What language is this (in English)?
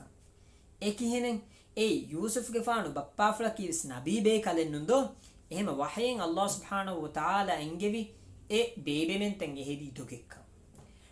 Divehi